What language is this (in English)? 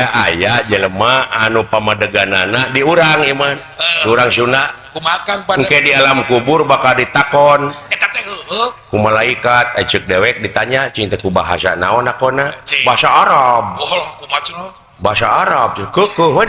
Sundanese